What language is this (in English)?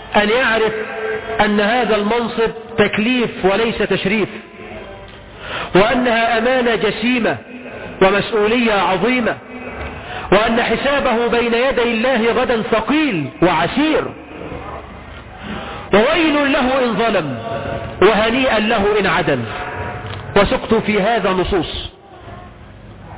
Arabic